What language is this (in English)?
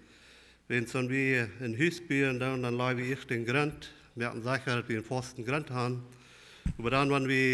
Plautdietsch